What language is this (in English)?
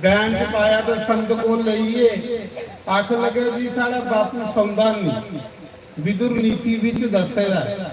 Dogri